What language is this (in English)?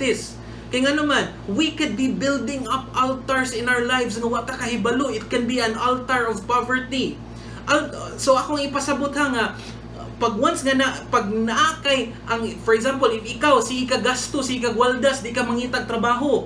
Cebuano